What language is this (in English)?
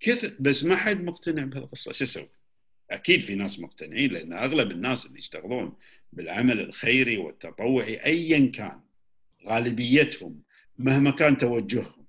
Gulf Arabic